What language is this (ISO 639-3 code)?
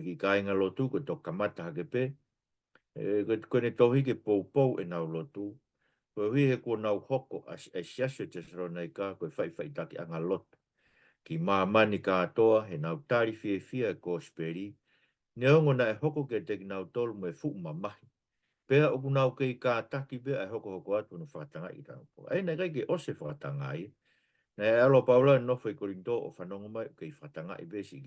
ton